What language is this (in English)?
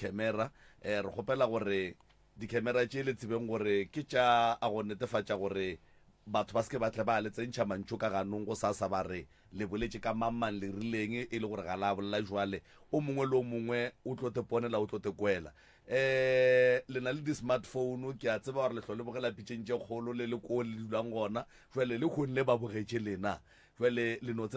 Northern Sotho